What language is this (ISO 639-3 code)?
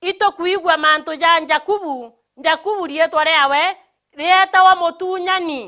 mer